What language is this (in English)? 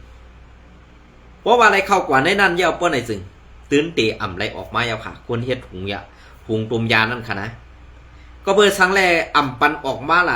Shan